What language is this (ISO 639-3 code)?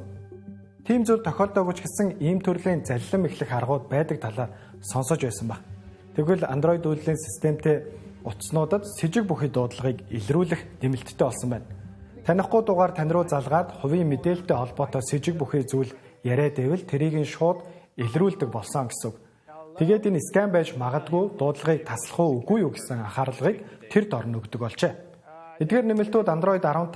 mon